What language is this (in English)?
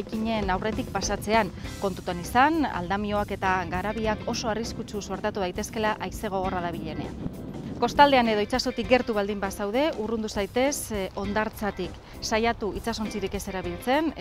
Basque